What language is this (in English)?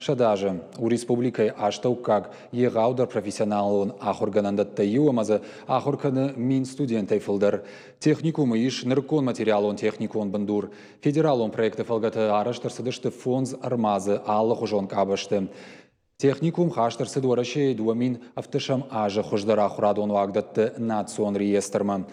Ossetic